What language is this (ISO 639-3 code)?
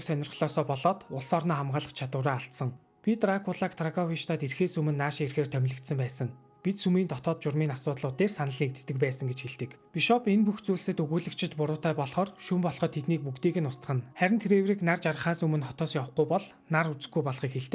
mon